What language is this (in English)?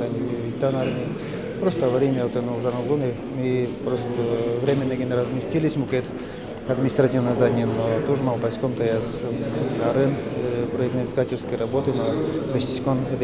Udmurt